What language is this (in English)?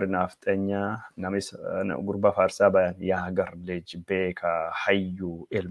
Oromo